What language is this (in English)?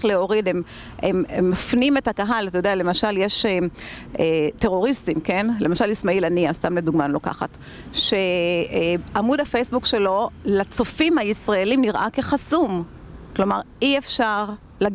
Hebrew